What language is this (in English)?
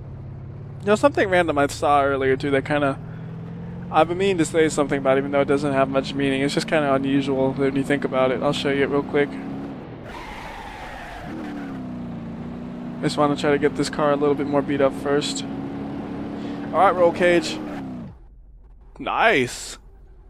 English